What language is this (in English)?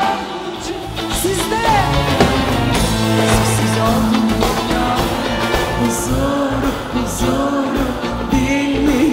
Turkish